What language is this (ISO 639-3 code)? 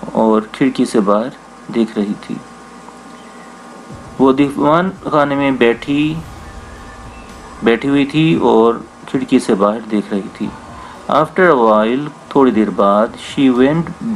urd